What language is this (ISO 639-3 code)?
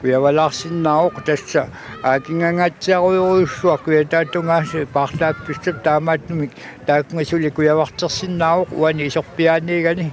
kal